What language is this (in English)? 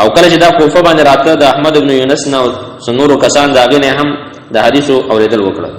Pashto